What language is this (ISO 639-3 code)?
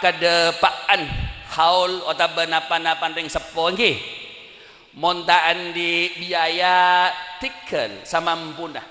mad